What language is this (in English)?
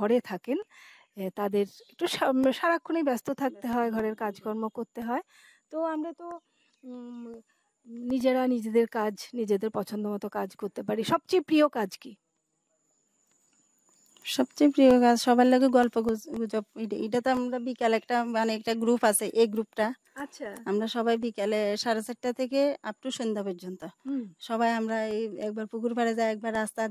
Bangla